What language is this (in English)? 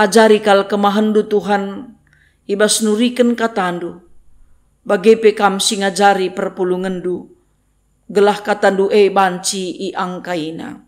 Batak Karo